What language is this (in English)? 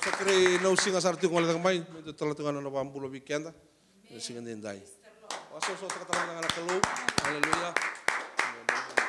Fijian